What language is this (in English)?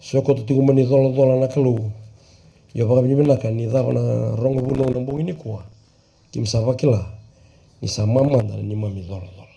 Fijian